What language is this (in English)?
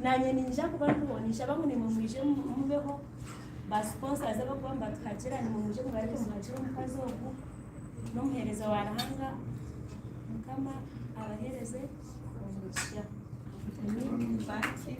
Nyankole